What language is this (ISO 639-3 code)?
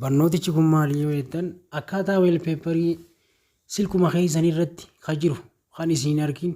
orm